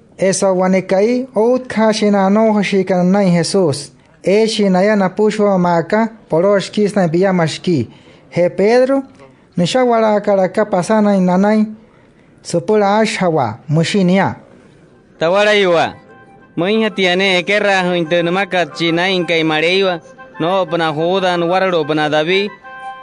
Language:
Wayuu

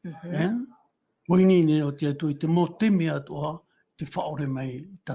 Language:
Tahitian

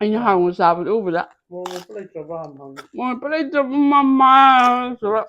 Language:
Manipuri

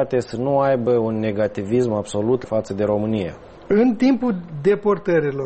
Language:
Romanian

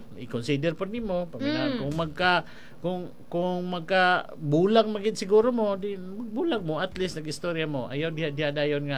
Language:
Cebuano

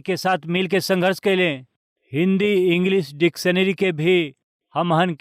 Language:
Bhojpuri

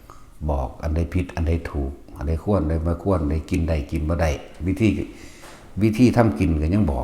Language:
Northeastern Thai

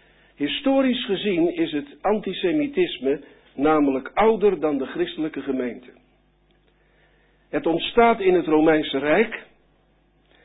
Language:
Dutch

